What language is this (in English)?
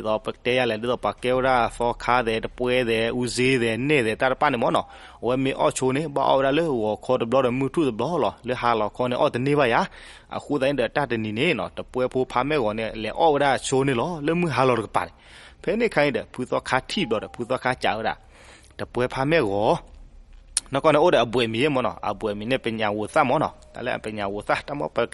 S'gaw Karen